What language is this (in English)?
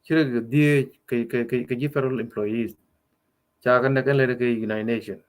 Nuer